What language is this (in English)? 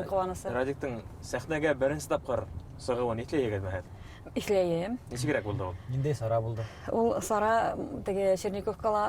Bashkir